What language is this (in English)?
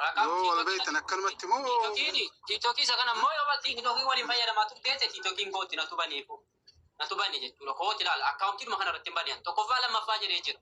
Oromo